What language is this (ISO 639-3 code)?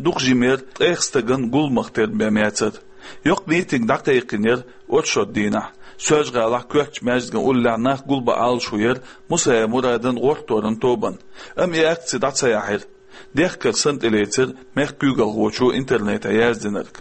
che